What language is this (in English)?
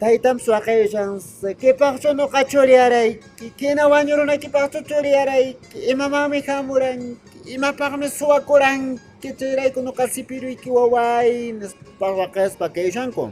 Quechua